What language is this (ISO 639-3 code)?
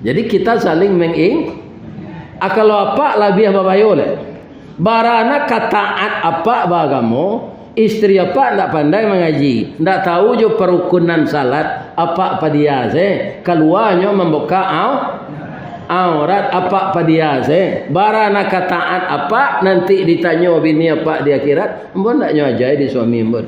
min